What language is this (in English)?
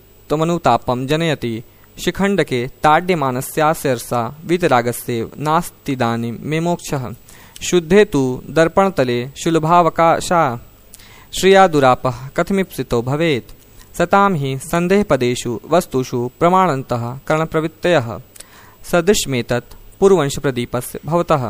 Sanskrit